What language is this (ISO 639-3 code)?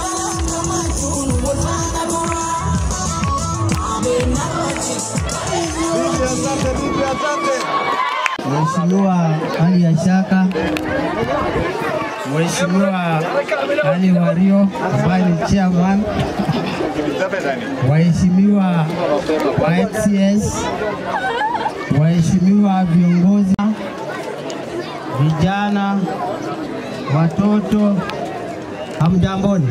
swa